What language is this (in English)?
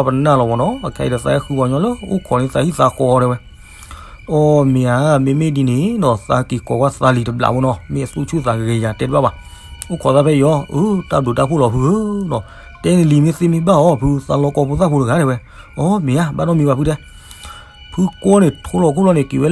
S'gaw Karen